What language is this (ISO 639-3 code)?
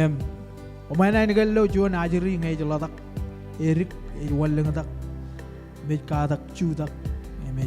mah